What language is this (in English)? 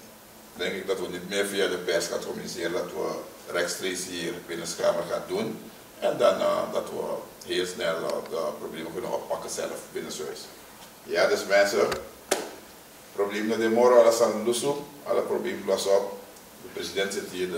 Dutch